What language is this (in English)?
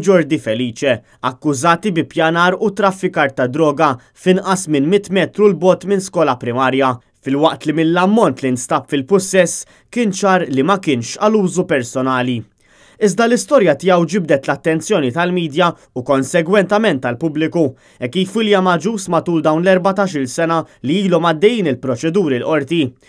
Maltese